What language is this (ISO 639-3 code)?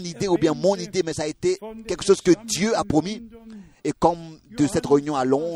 fra